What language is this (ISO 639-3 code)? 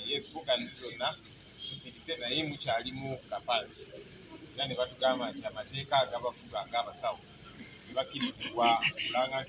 lug